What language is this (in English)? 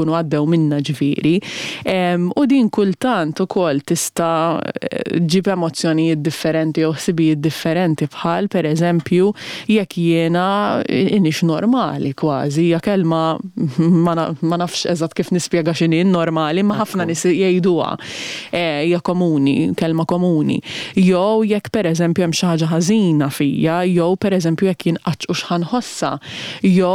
Maltese